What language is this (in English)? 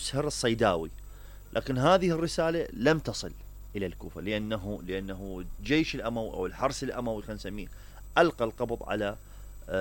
Mesopotamian Arabic